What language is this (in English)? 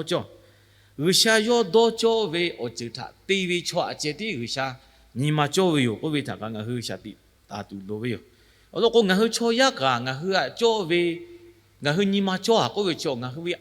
Lahu